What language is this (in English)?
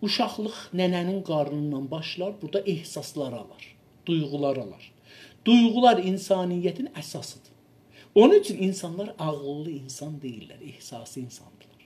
South Azerbaijani